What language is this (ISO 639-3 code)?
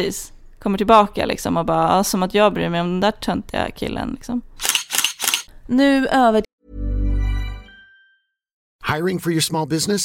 swe